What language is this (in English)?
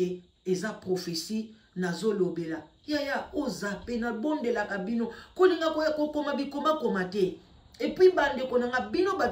Lingala